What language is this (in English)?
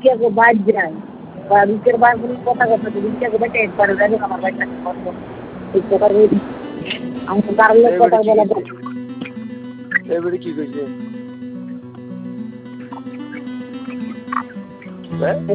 Bangla